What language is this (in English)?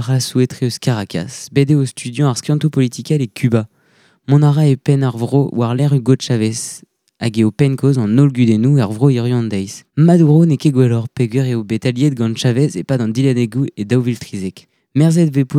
Breton